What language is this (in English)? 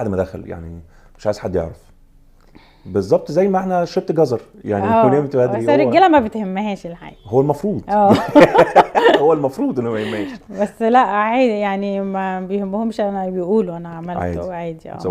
Egyptian Arabic